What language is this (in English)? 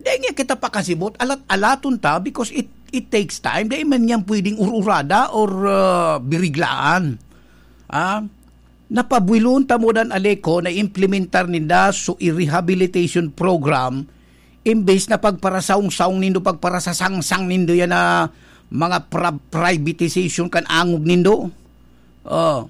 Bikol